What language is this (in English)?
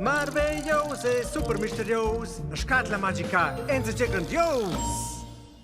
Romansh